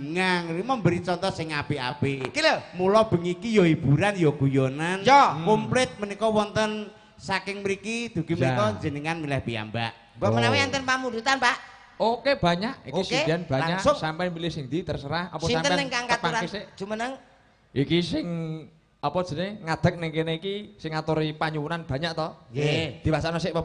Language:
Javanese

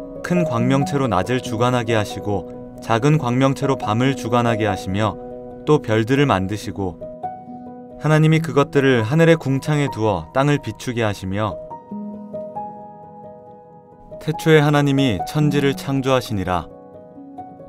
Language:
Korean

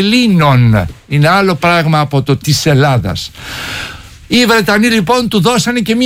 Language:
Greek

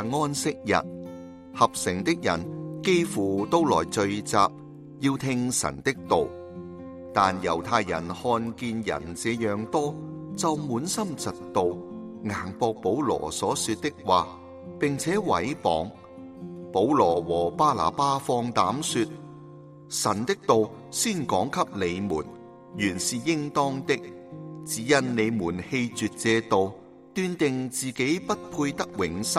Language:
Cantonese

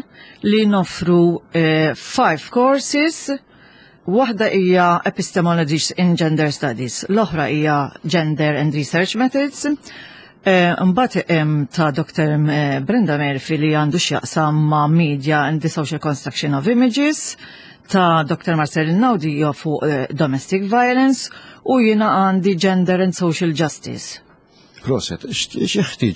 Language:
Maltese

